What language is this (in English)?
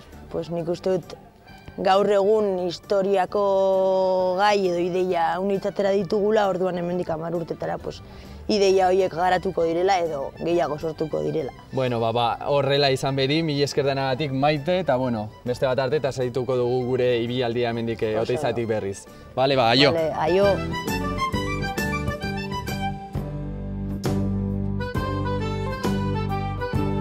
Basque